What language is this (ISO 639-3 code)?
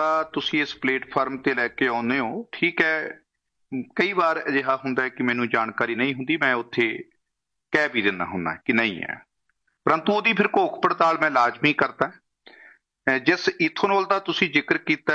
pan